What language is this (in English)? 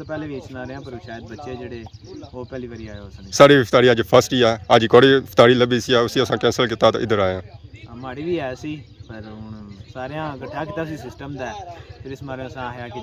Pahari-Potwari